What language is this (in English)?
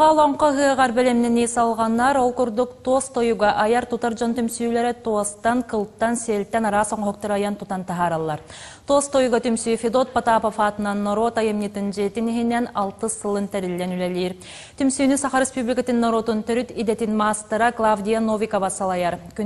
Yakut